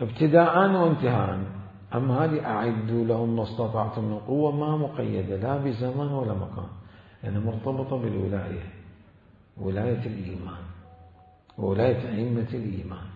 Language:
Mesopotamian Arabic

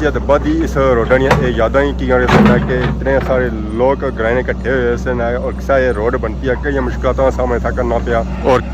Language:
Pahari-Potwari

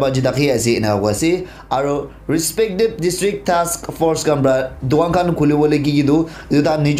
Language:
Naga Pidgin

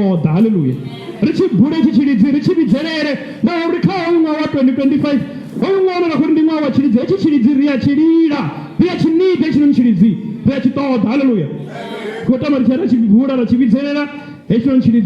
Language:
Venda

